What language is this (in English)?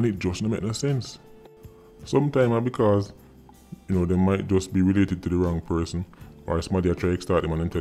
Jamaican Creole English